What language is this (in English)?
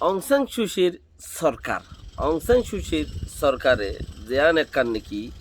Rohingya